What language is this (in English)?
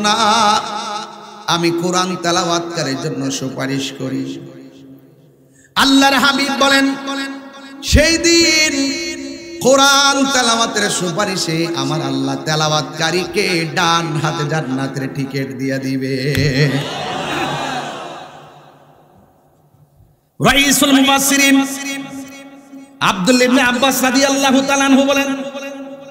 Bangla